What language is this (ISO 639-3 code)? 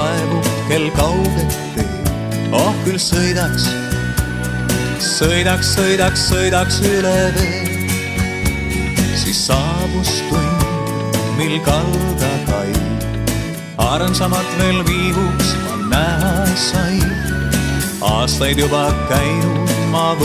est